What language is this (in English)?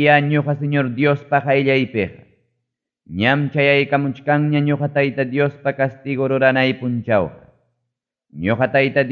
Ayacucho Quechua